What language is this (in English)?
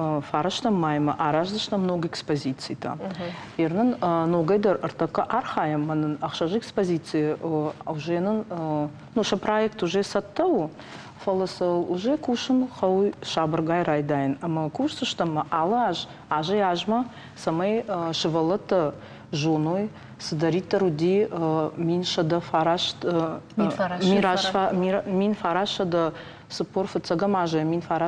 Ossetic